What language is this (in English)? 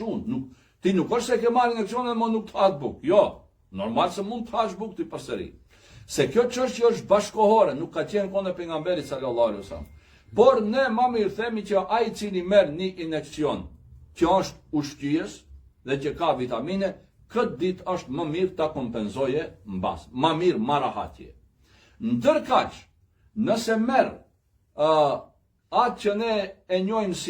Albanian